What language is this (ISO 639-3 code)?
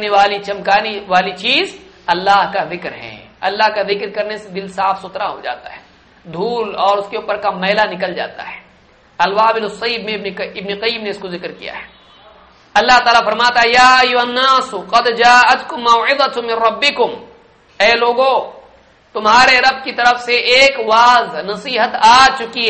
urd